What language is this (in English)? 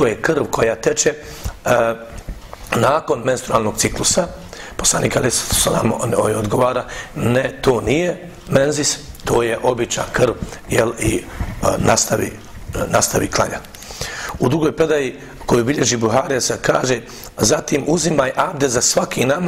Bosnian